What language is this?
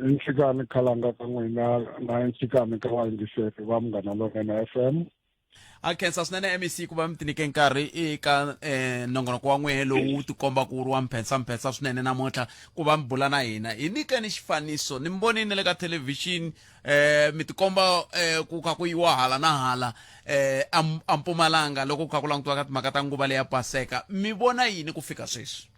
Tsonga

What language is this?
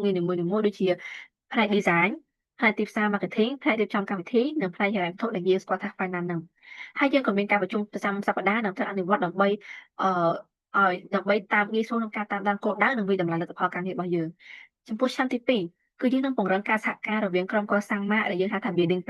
Khmer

